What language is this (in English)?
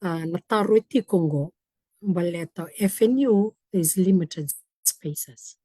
Fijian